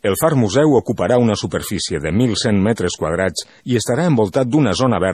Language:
Catalan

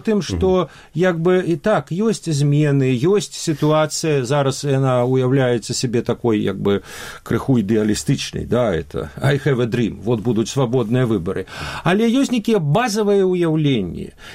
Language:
Belarusian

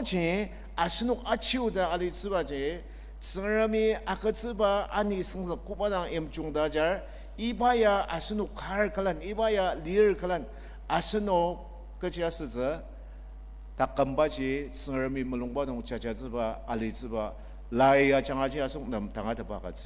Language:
Ao Naga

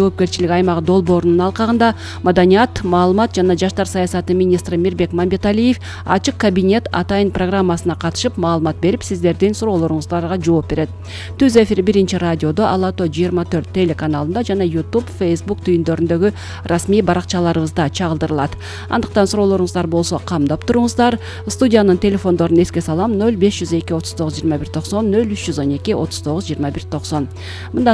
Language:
Kyrgyz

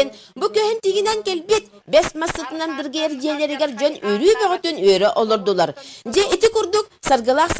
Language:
Yakut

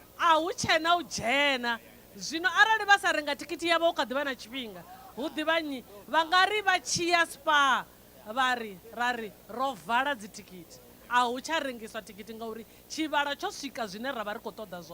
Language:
Venda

